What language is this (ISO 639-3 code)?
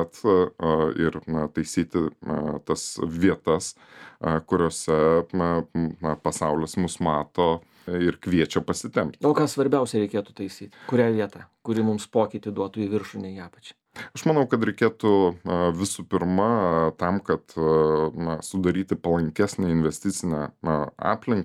lit